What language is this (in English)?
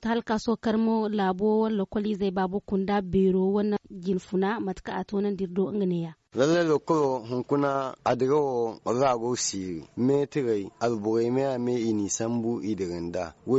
Zarma